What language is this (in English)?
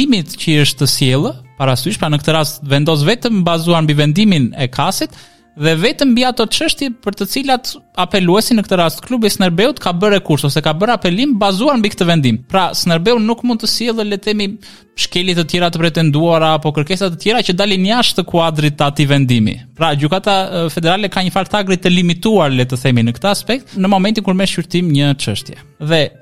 Albanian